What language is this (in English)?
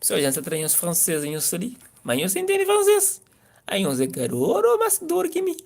Kabuverdianu